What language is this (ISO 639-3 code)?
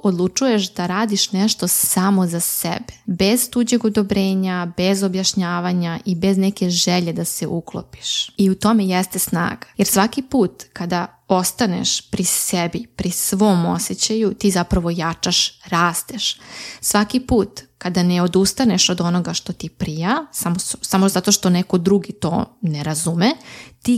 srp